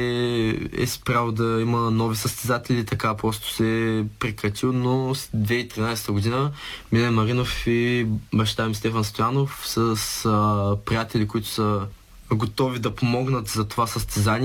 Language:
Bulgarian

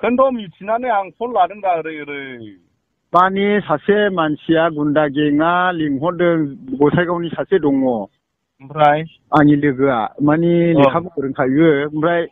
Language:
Bodo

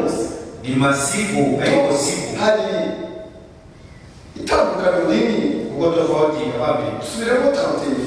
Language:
Kinyarwanda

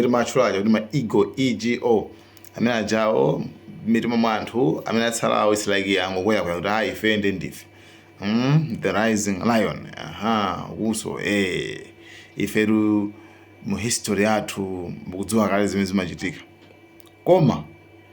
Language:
Nyanja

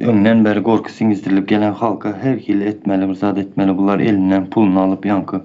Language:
Turkmen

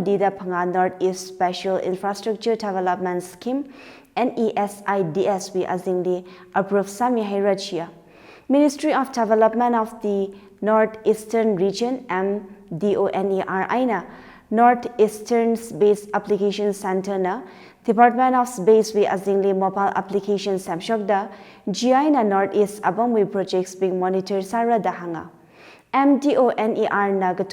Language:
Tangkhul Naga (India)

